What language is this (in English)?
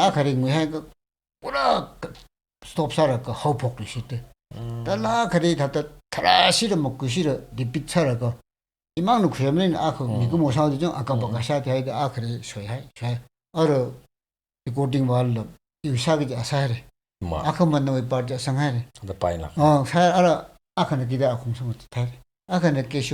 Tangkhul Naga (India)